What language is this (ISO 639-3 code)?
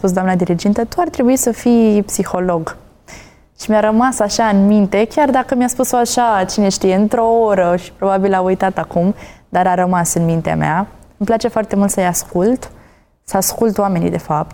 ron